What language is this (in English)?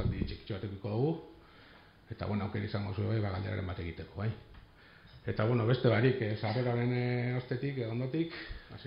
Basque